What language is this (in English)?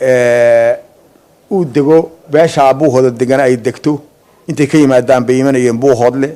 Somali